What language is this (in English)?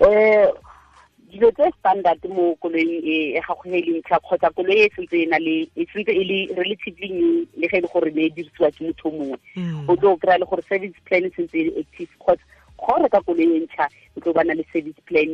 Tswana